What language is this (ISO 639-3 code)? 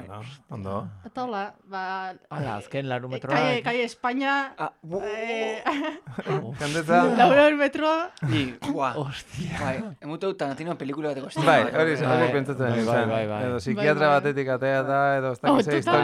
eus